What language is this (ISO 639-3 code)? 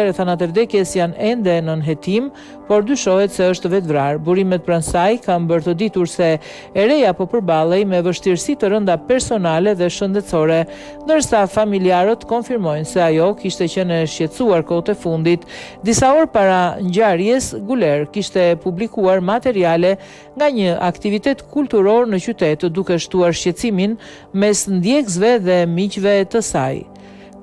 sqi